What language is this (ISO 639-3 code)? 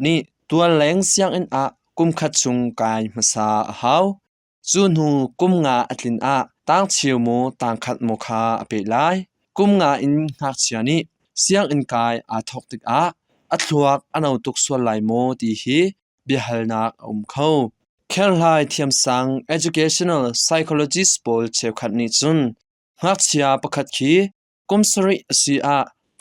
cnh